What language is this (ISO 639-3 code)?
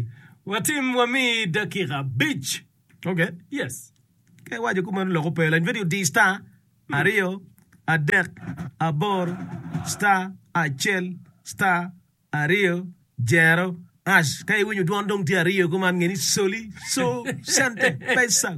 ach